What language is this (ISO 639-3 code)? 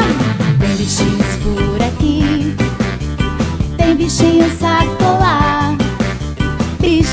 por